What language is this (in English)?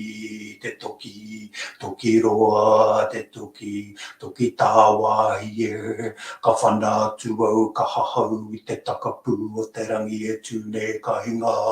Māori